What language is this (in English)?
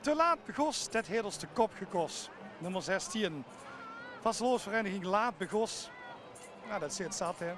Limburgish